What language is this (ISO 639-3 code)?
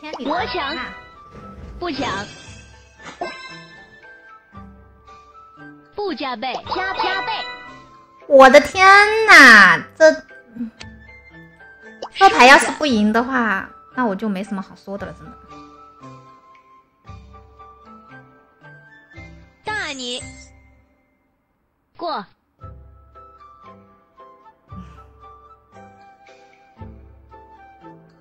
zho